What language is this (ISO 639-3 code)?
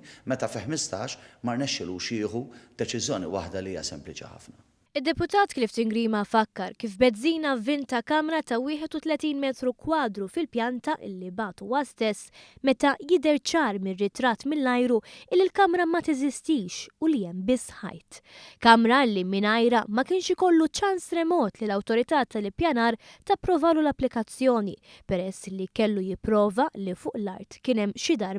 mlt